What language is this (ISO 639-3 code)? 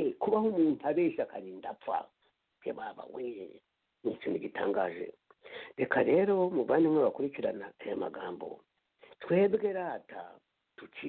kin